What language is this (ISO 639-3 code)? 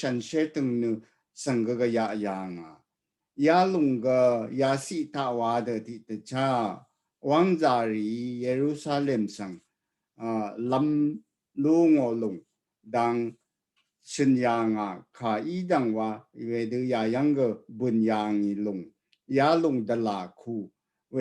raw